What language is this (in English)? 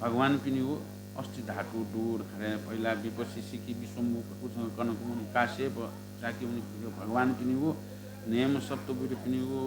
Newari